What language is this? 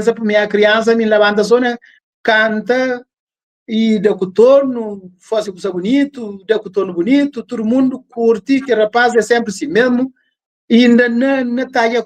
Kabuverdianu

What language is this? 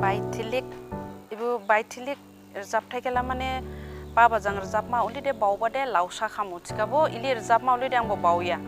Dimasa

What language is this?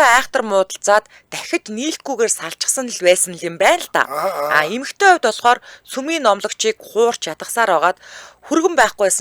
Mongolian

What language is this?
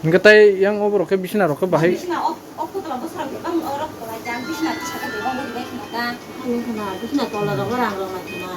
Kok Borok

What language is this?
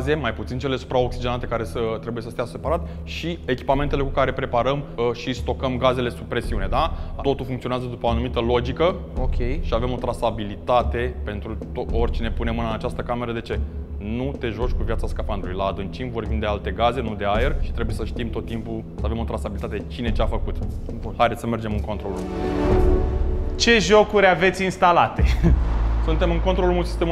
Romanian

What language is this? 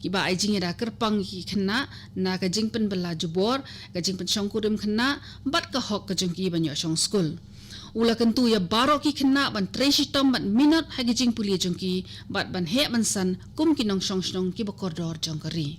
Khasi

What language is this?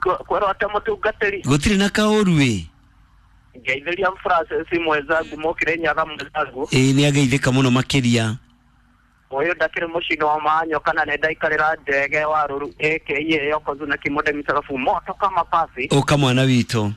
Kikuyu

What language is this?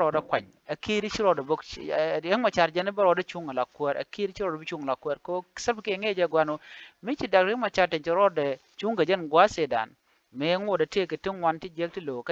Nuer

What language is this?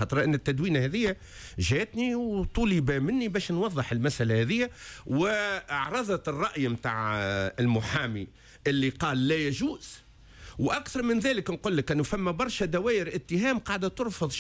Tunisian Arabic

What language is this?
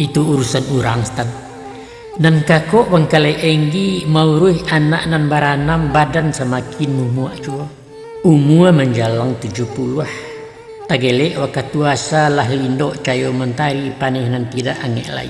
Minangkabau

